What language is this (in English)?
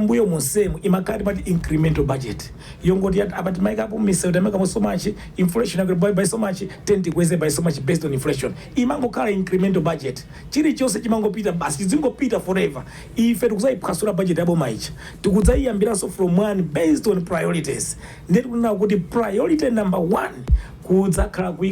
Nyanja